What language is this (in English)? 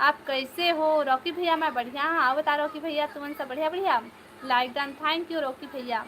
Chhattisgarhi